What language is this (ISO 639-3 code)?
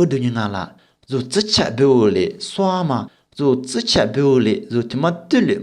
lis